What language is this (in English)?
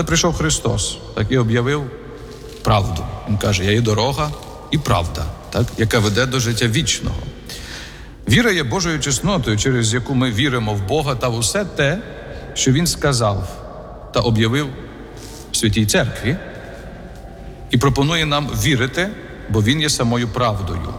Ukrainian